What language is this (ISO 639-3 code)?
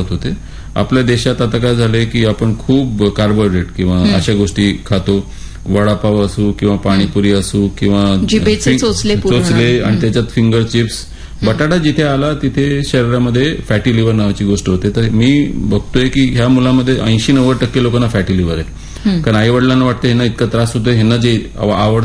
mar